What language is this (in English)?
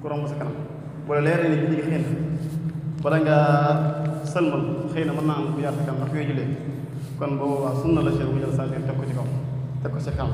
Wolof